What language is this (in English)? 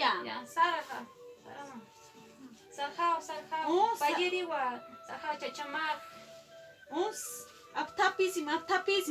Aymara